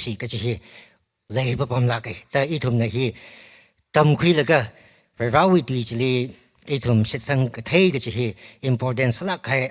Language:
Tangkhul Naga (India)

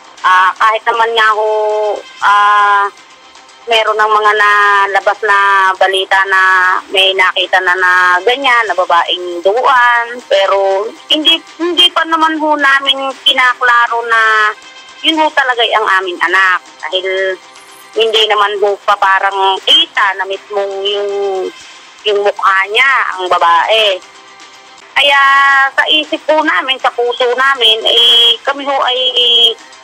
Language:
Filipino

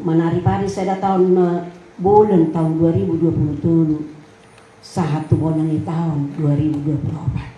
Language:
Batak Toba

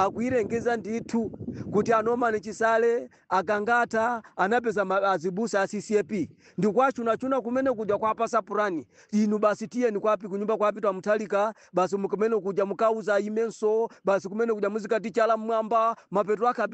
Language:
Nyanja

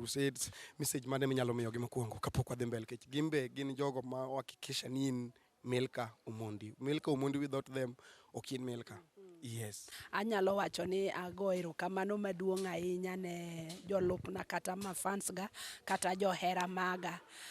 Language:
Luo (Kenya and Tanzania)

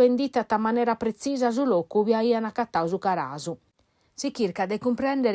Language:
Sardinian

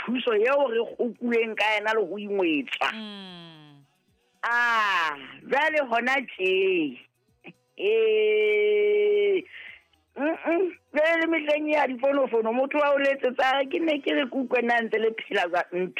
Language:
Southern Sotho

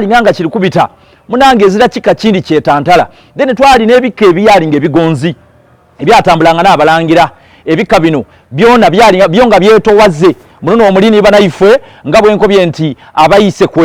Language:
Soga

